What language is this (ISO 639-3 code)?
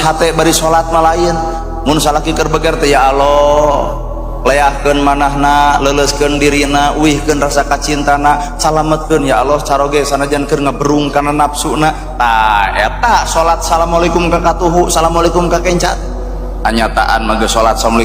sun